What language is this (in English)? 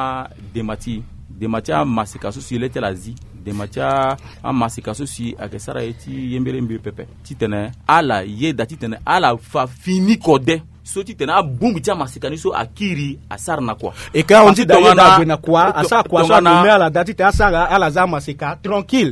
Sango